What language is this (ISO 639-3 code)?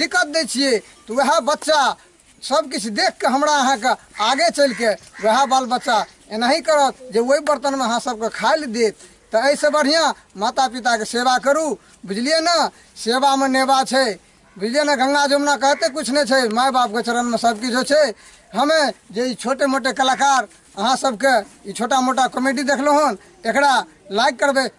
mai